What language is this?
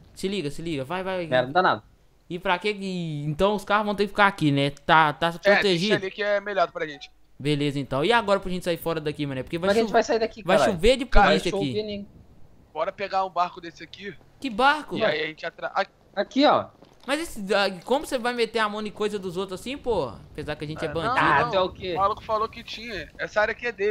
Portuguese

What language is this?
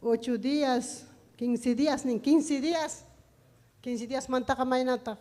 Ayacucho Quechua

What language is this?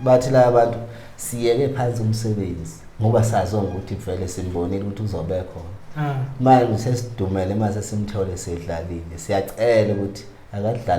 Zulu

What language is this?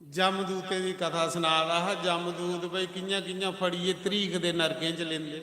Dogri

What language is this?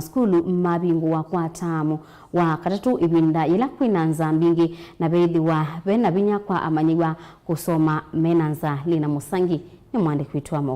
Kamba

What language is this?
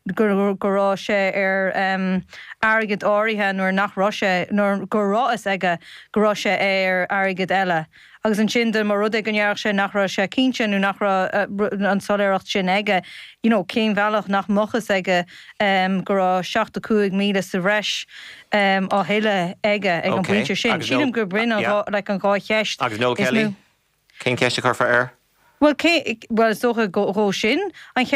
Irish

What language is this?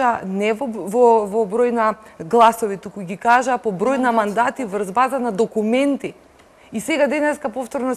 Macedonian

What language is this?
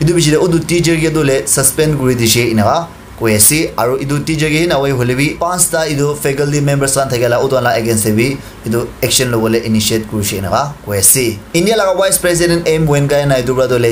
Naga Pidgin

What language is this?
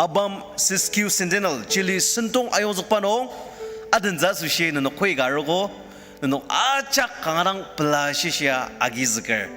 Ao Naga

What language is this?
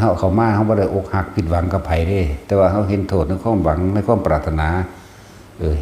Northeastern Thai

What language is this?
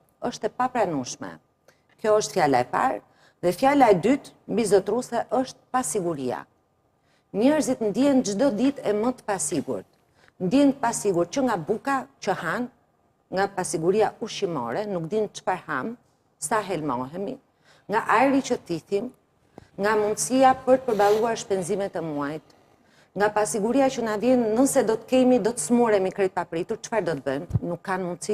Albanian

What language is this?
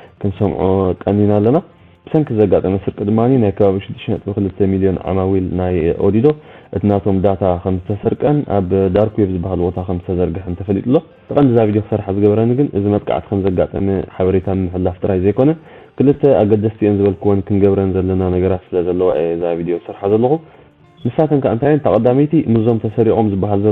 Tigrinya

